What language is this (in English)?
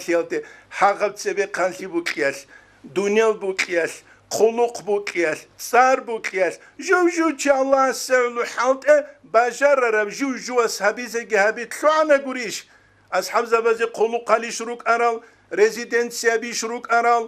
Avaric